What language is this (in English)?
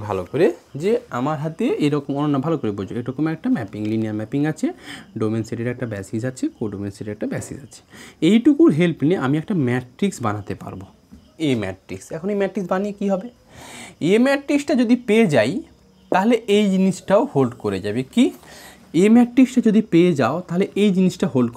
Bangla